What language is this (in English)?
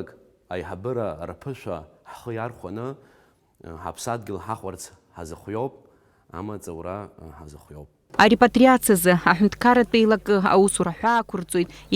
Abkhazian